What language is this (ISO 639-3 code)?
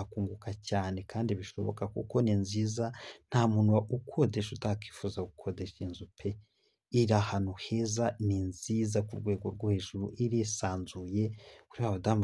kin